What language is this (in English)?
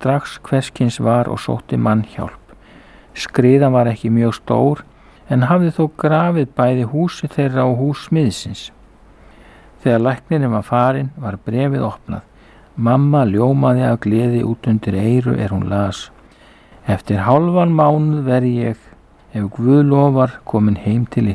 Icelandic